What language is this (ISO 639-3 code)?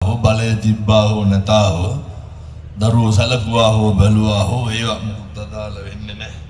sin